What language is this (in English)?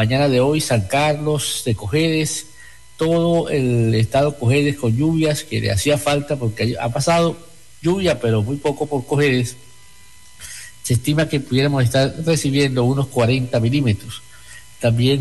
Spanish